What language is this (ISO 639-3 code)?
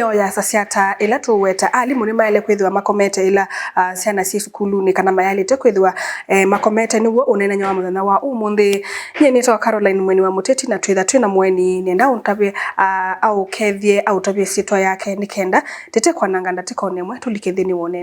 kam